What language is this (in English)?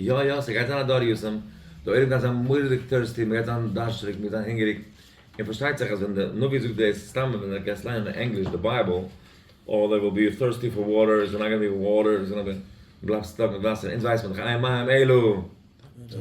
Yiddish